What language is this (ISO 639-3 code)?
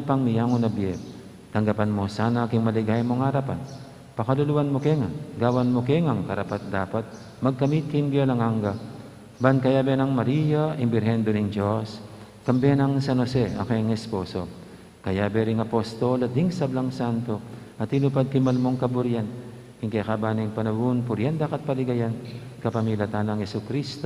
pam